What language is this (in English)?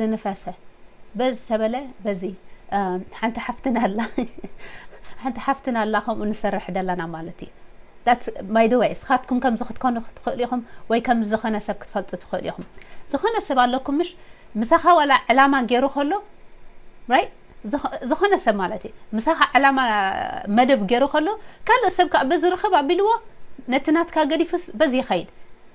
Tigrinya